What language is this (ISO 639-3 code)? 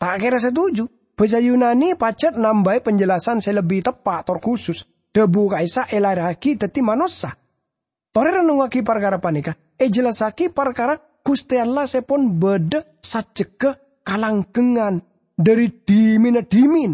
mad